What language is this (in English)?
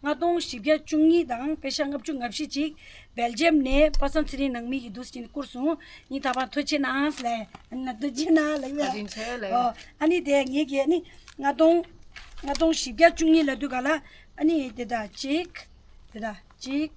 Tibetan